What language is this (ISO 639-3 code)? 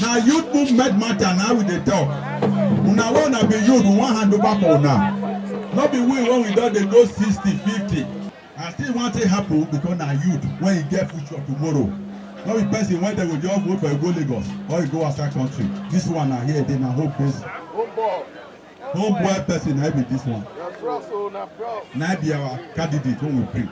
pcm